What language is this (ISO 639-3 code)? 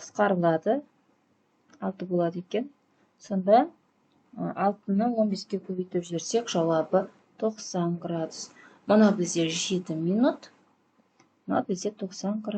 kaz